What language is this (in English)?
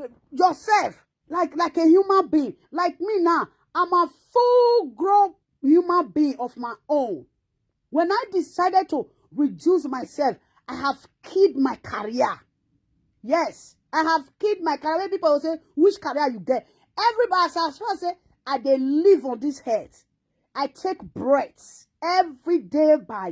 Nigerian Pidgin